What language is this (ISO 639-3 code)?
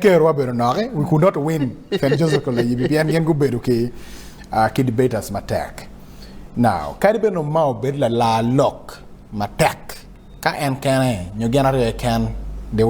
ach